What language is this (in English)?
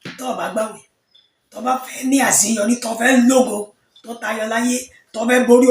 Yoruba